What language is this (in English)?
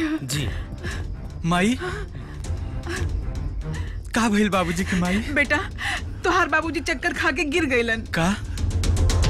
Bhojpuri